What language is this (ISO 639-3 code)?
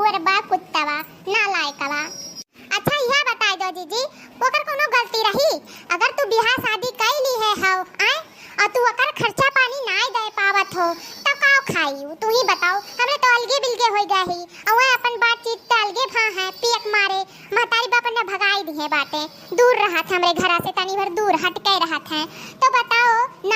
awa